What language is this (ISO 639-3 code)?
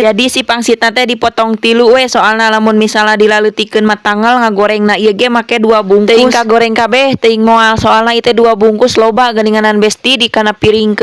sun